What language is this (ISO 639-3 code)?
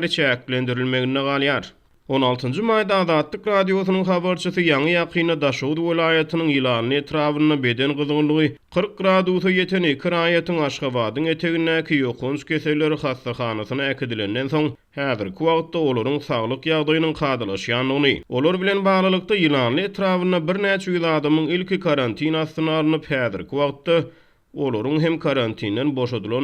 tuk